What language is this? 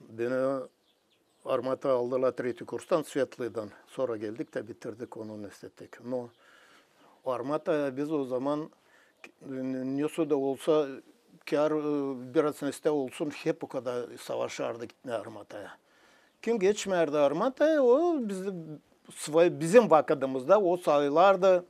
Gagauz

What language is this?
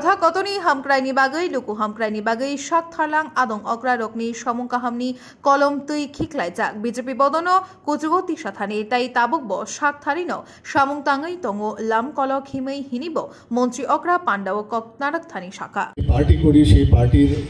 Kok Borok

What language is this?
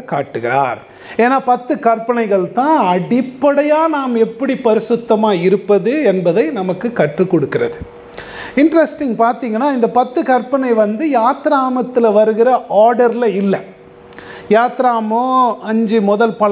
Tamil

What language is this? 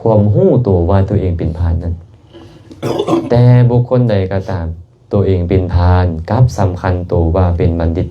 Lao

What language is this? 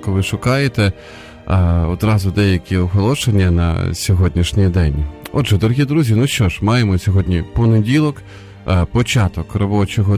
Ukrainian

